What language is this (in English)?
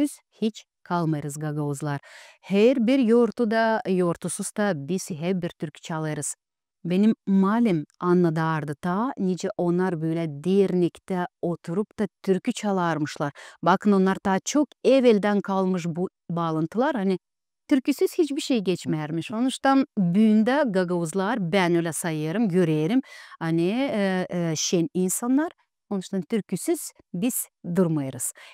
Gagauz